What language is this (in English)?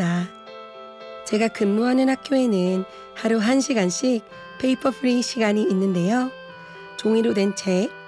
Korean